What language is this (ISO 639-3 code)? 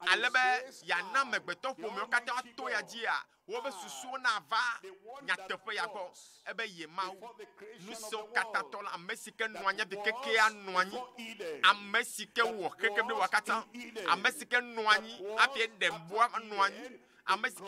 ewe